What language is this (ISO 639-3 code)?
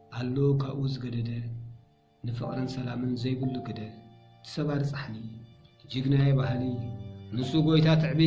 tir